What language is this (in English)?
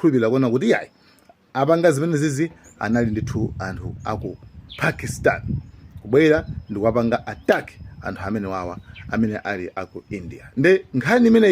Nyanja